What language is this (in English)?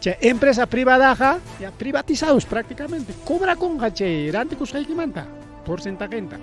Ayacucho Quechua